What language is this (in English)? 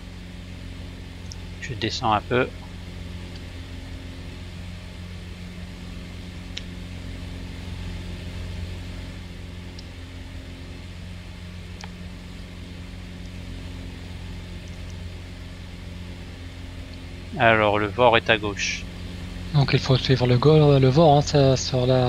French